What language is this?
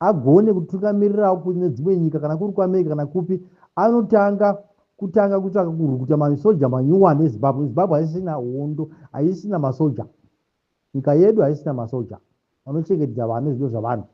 Shona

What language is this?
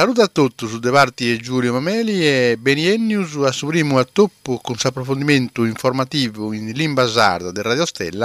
Sardinian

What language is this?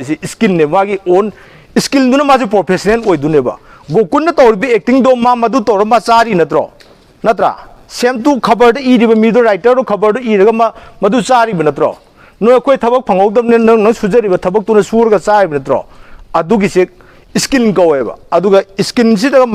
Manipuri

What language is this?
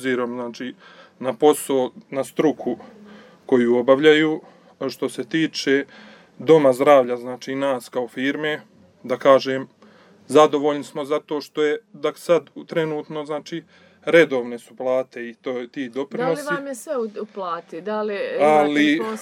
Serbian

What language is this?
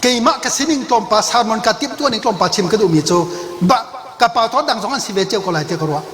Hakha Chin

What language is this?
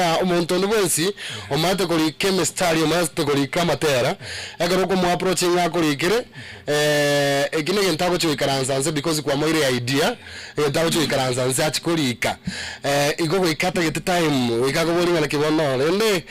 Gusii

